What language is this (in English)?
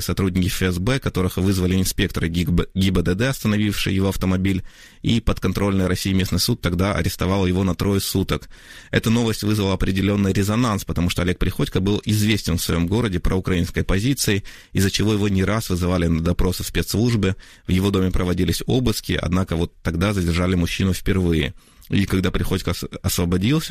Russian